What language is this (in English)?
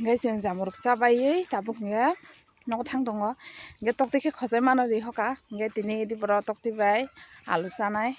Kok Borok